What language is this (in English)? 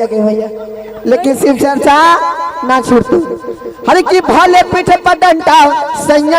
Magahi